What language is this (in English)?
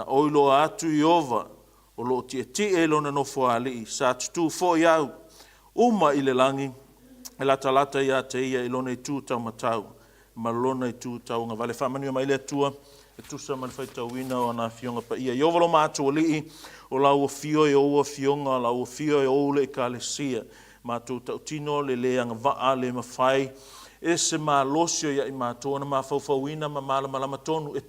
Samoan